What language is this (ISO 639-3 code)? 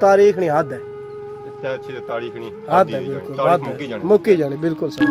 phr